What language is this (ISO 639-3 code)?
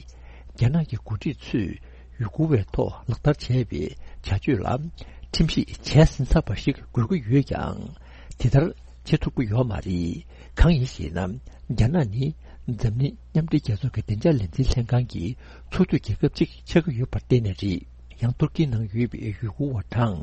bod